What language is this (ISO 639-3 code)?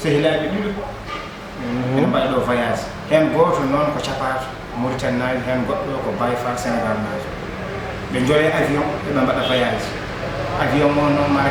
ful